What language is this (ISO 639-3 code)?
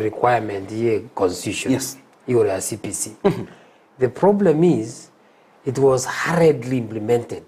guz